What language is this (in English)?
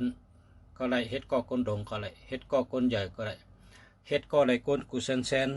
Shan